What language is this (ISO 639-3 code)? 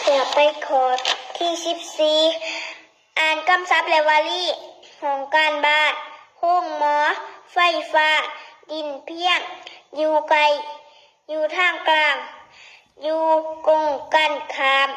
lao